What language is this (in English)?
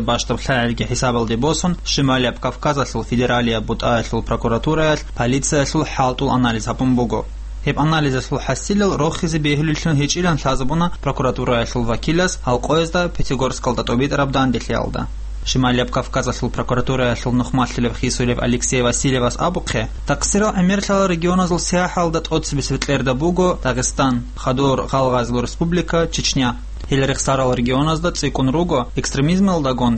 Avaric